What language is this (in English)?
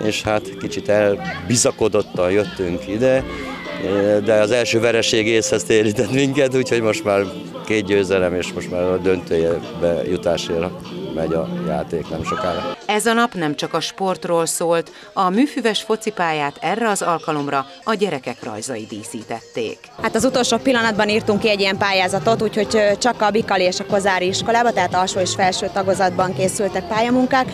Hungarian